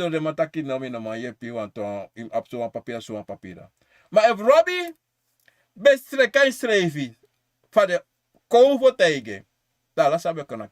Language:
Sranan Tongo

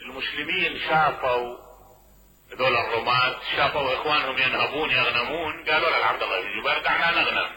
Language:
Mesopotamian Arabic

